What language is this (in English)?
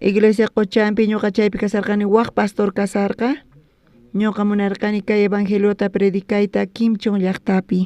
South Bolivian Quechua